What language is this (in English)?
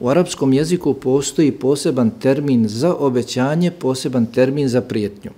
Bosnian